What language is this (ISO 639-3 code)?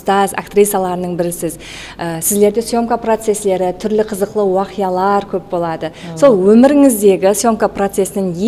kaa